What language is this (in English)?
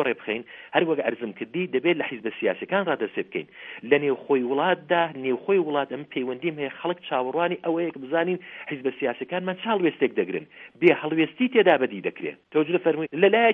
Central Kurdish